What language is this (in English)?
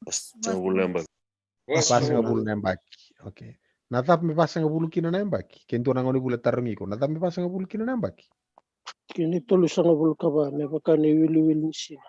Fijian